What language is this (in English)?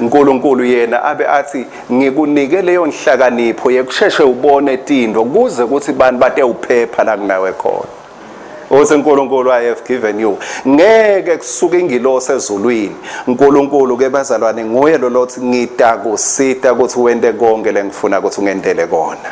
Swati